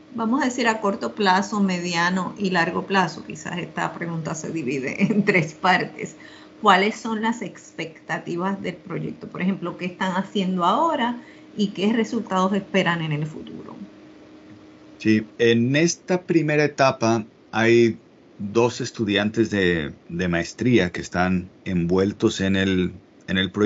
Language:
Spanish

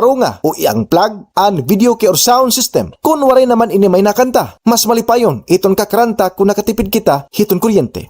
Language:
Waray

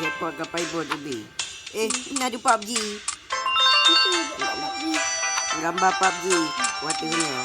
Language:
Achinese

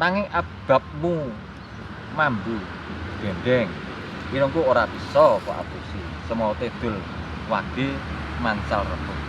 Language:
Javanese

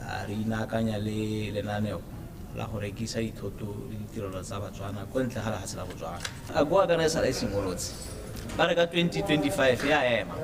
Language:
Tswana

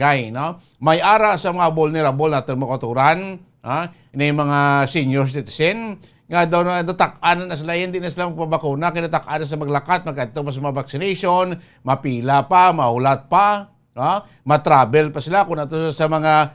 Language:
Hiligaynon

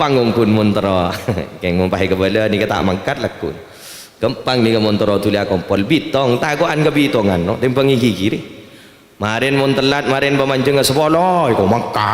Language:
Madurese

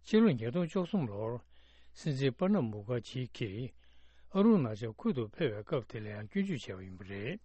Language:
Tibetan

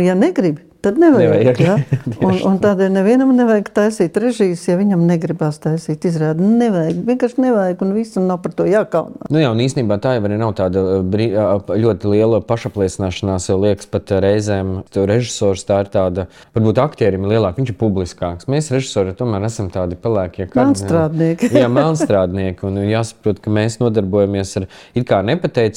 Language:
Latvian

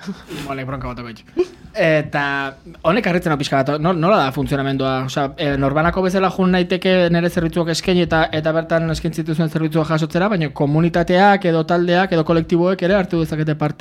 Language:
Basque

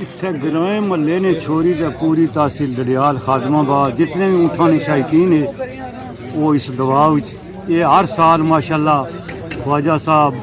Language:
Pahari-Potwari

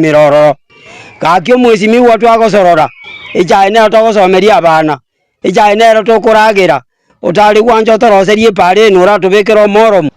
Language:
Gusii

